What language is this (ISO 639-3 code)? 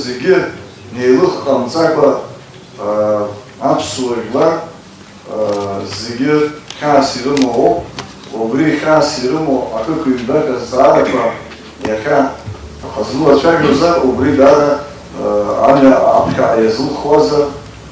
abk